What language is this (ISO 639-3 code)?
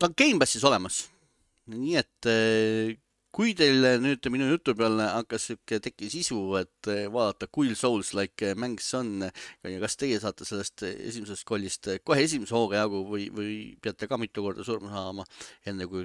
est